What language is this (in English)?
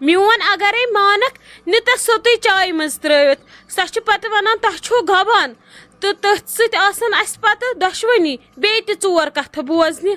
Kashmiri